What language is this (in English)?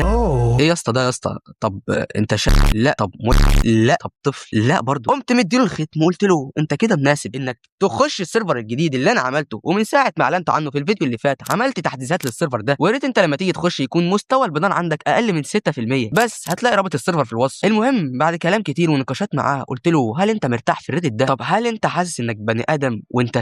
Egyptian Arabic